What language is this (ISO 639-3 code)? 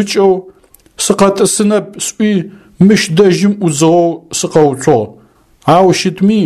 ady